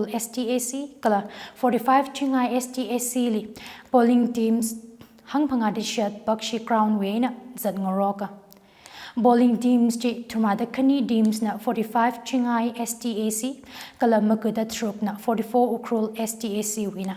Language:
Tangkhul Naga (India)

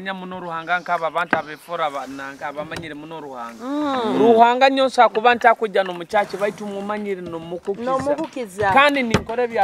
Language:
Nyoro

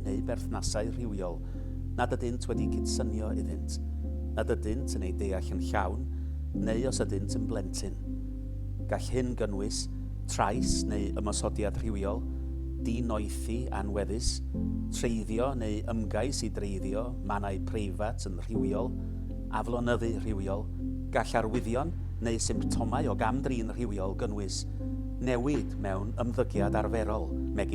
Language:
Welsh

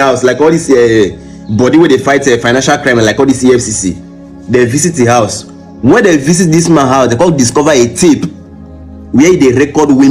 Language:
Nigerian Pidgin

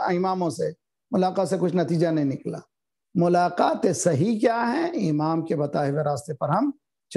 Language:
Urdu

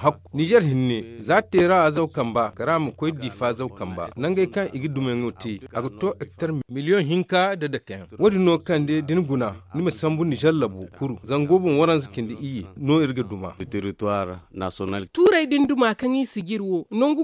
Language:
Zarma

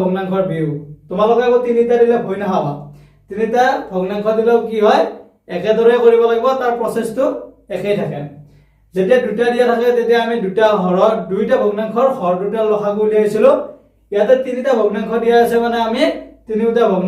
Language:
Assamese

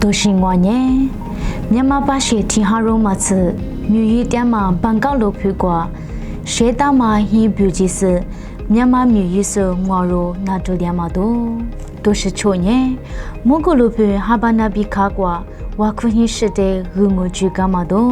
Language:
Lisu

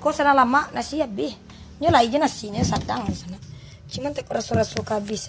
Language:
Minangkabau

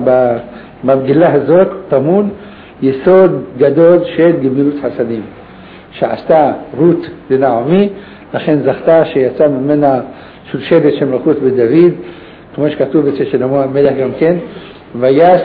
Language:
Hebrew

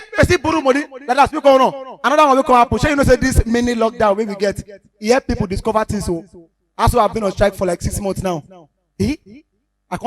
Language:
Nigerian Pidgin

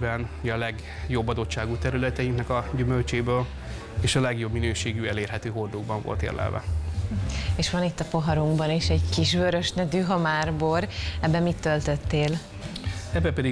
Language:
Hungarian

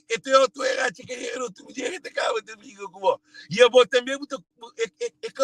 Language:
Kabuverdianu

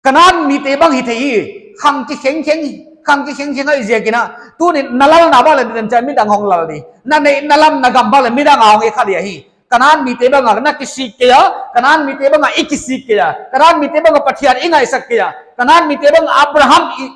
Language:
Paite Chin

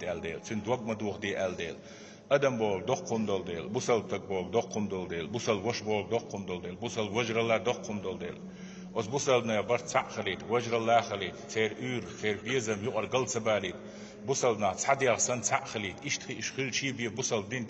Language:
Chechen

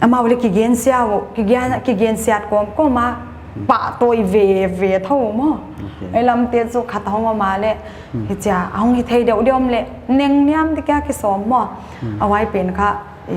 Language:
Paite Chin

